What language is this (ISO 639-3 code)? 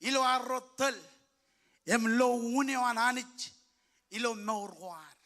mah